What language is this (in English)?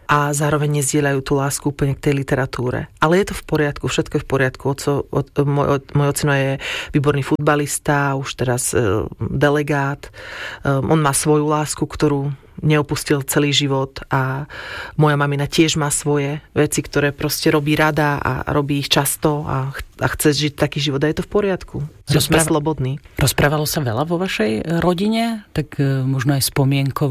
Slovak